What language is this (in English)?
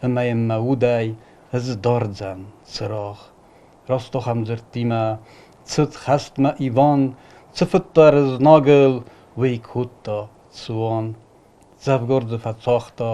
Ossetic